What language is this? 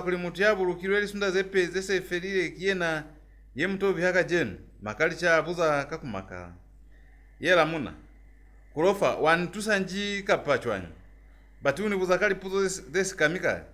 Lozi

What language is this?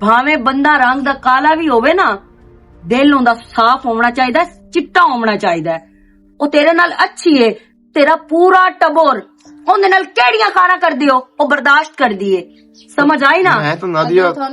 Western Panjabi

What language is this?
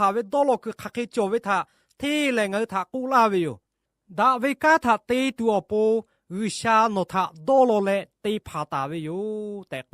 Lahu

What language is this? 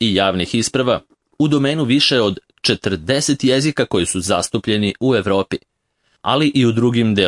Serbian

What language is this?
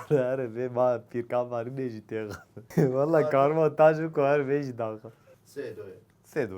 Kurdish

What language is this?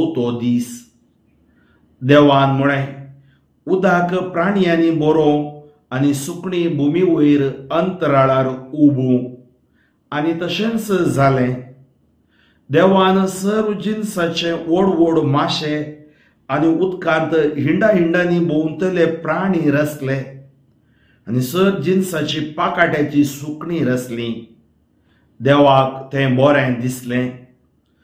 Konkani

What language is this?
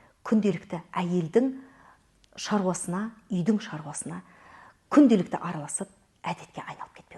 Kazakh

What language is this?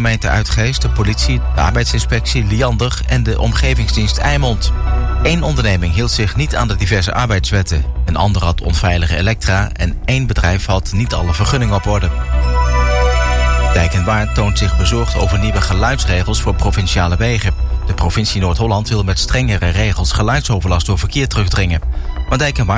Dutch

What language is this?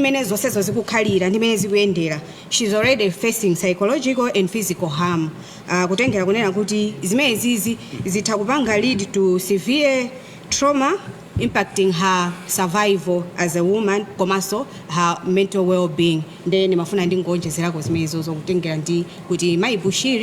Nyanja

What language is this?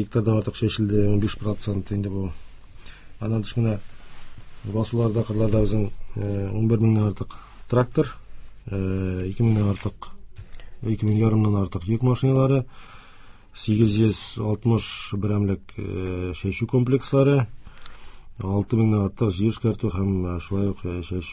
Tatar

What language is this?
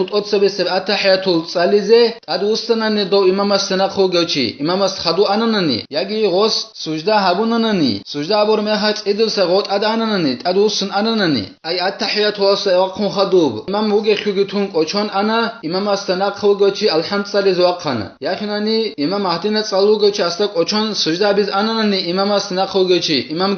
Avaric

